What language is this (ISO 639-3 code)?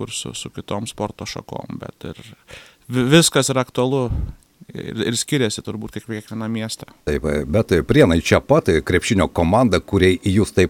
lit